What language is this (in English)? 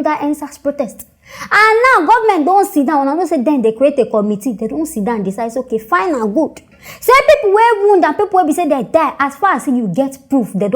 Nigerian Pidgin